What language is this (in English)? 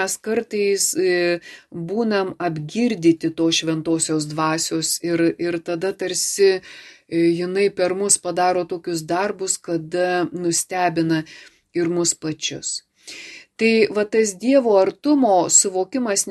Lithuanian